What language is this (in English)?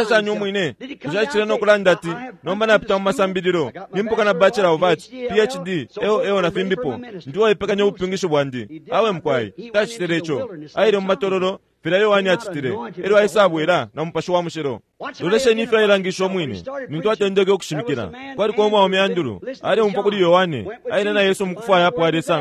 Bemba